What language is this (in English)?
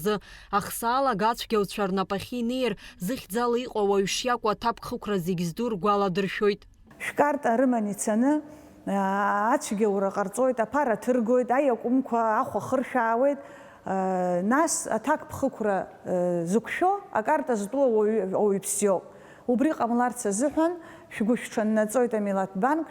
Abkhazian